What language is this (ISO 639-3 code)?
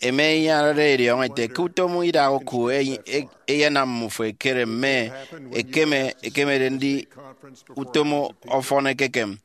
efi